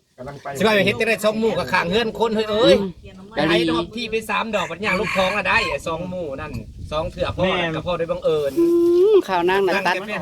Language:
Northeastern Thai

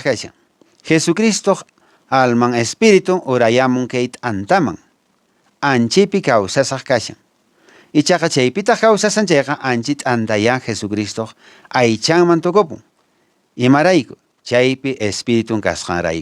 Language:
Quechua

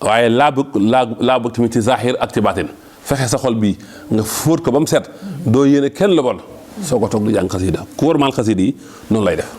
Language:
Wolof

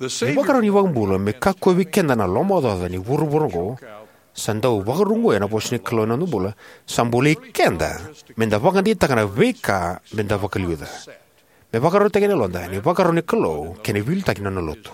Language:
Fijian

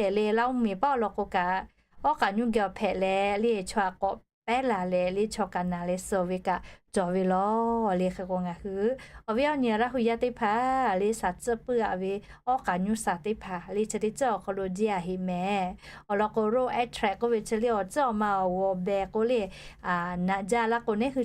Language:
Lahu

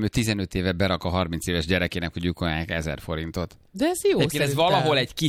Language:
Hungarian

